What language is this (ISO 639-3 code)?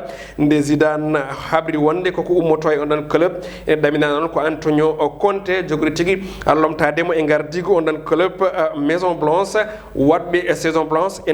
ful